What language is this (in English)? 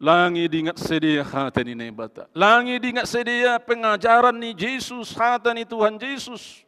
Batak Simalungun